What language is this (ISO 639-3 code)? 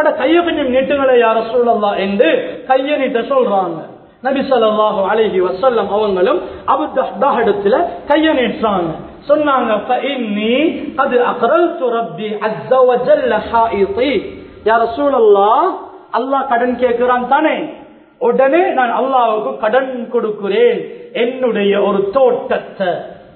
tam